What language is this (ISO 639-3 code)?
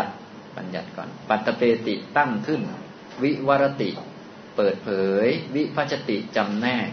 tha